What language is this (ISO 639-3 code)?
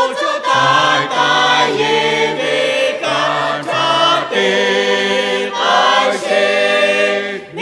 lhu